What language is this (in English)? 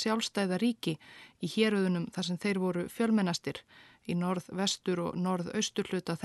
Icelandic